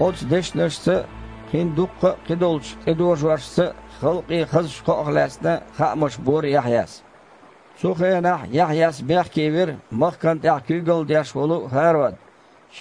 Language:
Chechen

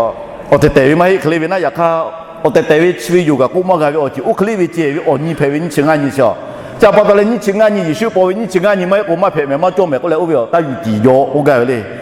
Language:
Lahu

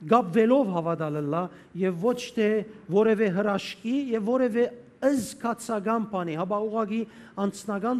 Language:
Western Armenian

